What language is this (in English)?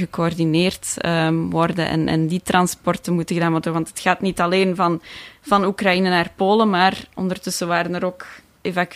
Dutch